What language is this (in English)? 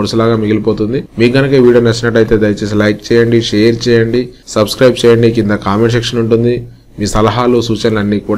Telugu